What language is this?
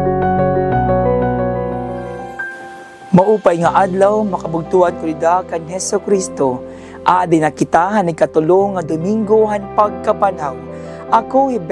Waray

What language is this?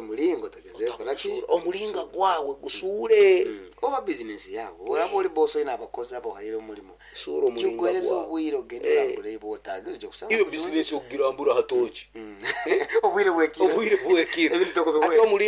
Nyankole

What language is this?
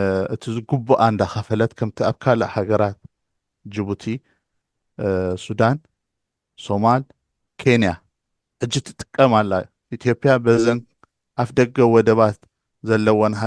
Tigrinya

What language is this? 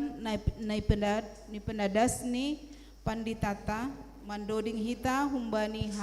Batak Simalungun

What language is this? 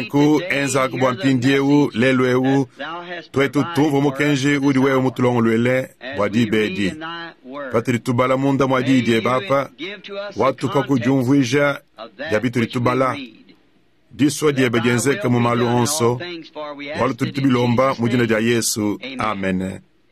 Luba-Lulua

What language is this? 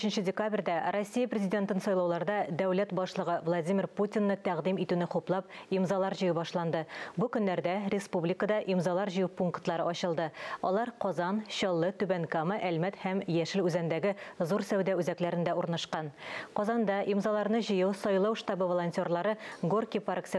Tatar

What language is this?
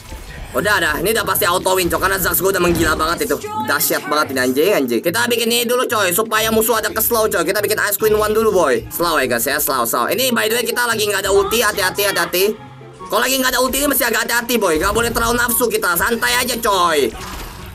Indonesian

